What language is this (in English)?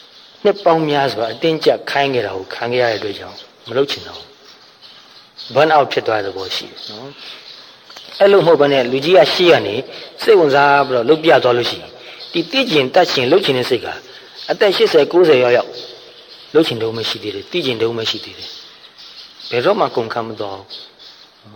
Burmese